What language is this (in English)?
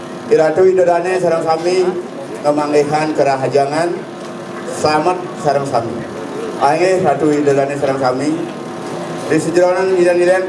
Balinese